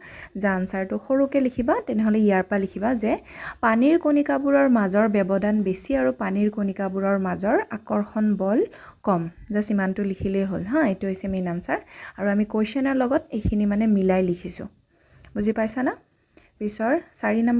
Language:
Assamese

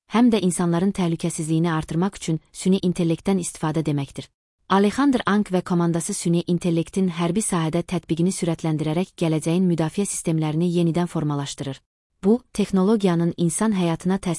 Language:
Azerbaijani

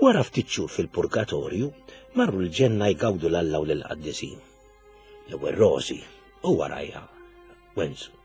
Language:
Maltese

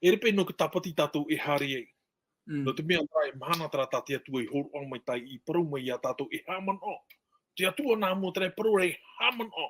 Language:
Tahitian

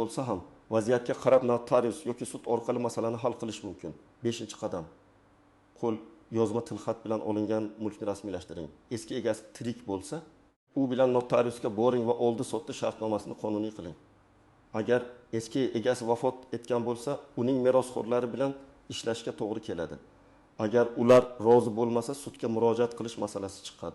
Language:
Uzbek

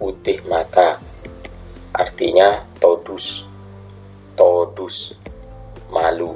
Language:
Madurese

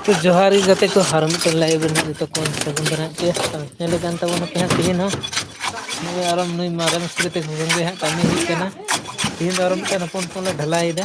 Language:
Santali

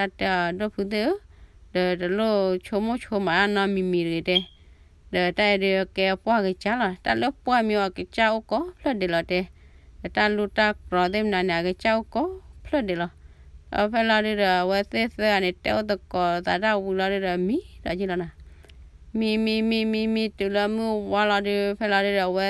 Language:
S'gaw Karen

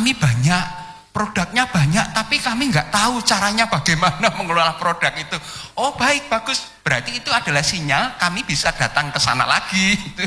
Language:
Indonesian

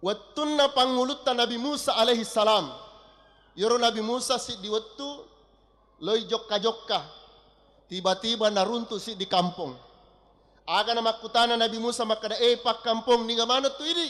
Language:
Buginese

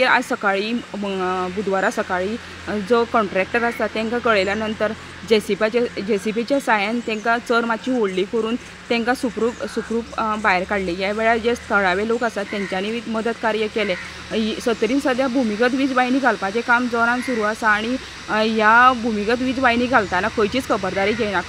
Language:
Konkani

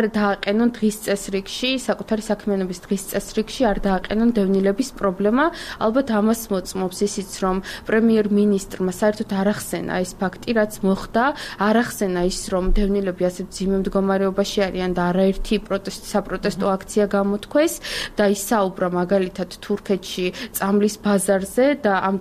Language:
Georgian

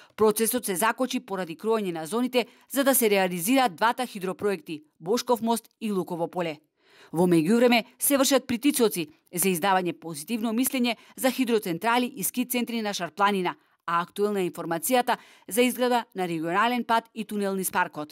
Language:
Macedonian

